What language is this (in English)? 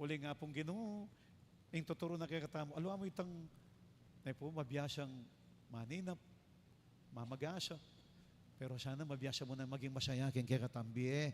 Pampanga